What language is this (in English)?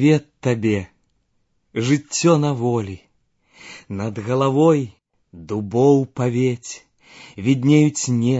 Belarusian